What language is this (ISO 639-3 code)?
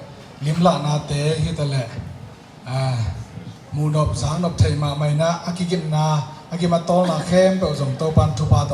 ctd